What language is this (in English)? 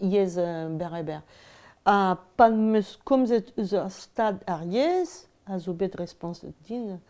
Breton